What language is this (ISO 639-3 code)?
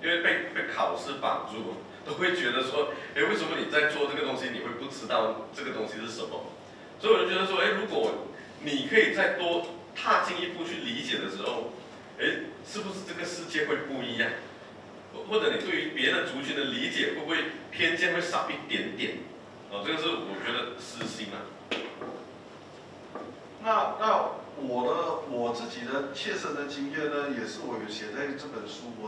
zho